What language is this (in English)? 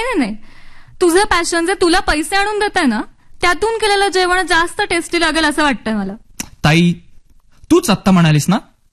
Marathi